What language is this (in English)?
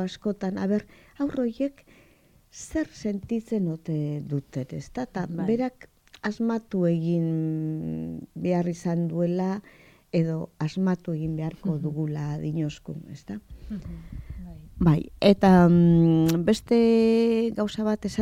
Basque